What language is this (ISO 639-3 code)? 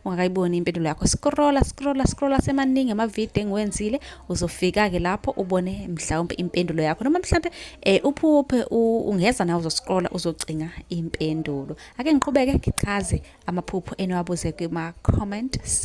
zul